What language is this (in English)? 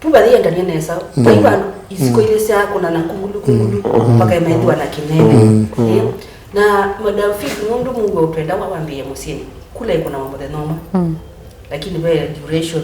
Kamba